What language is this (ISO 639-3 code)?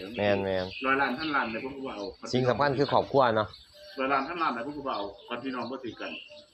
tts